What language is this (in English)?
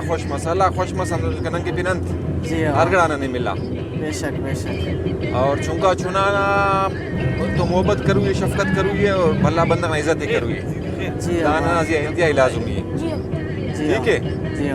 Brahui